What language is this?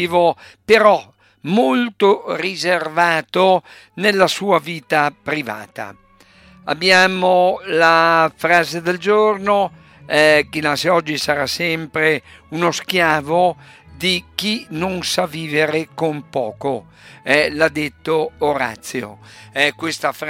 Italian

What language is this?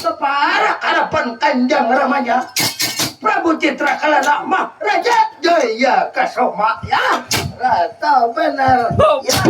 Banjar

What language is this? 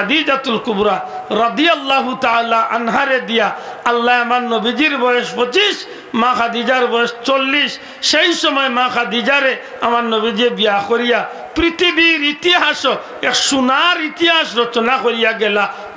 Sylheti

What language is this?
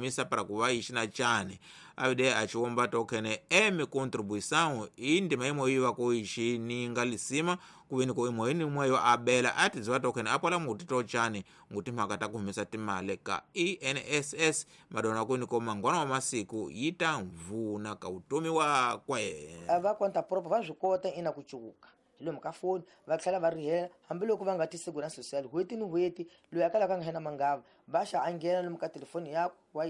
Tsonga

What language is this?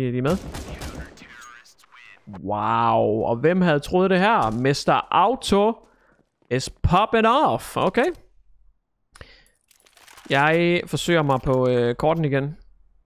Danish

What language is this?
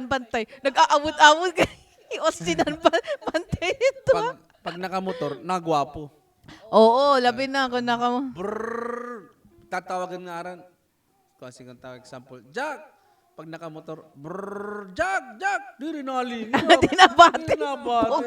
Waray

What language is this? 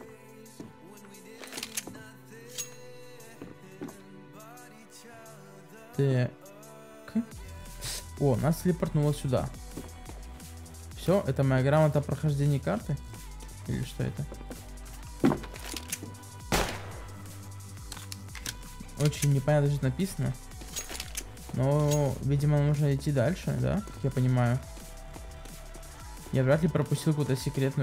Russian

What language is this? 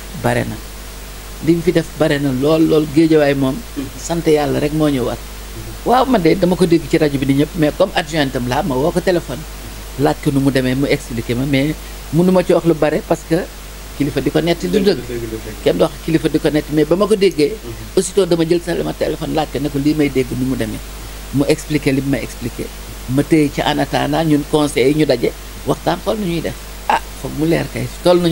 Wolof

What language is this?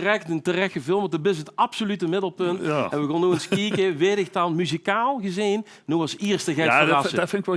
Limburgish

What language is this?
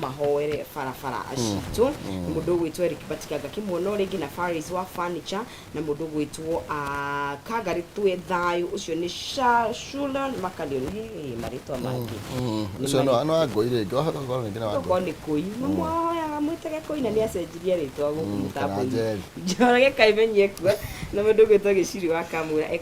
Kikuyu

